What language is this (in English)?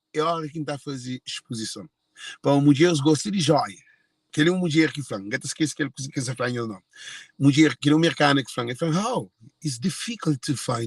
Kabuverdianu